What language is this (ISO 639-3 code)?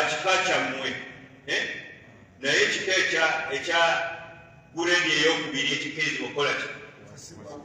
lug